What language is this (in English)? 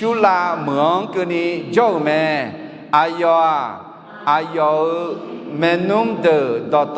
Akha